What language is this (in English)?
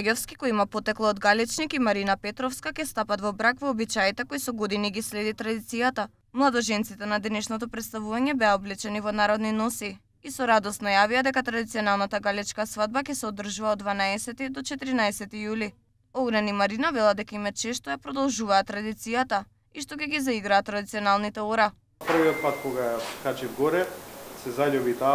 Macedonian